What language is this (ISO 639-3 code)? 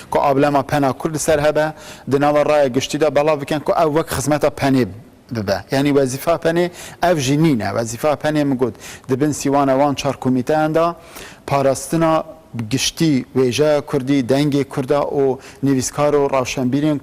kur